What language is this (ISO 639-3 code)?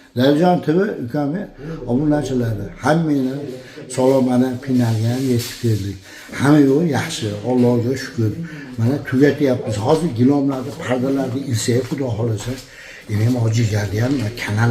uzb